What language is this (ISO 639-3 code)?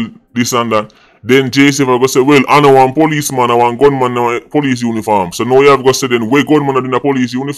jam